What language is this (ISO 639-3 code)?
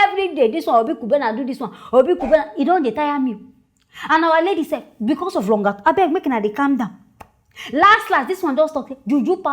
pcm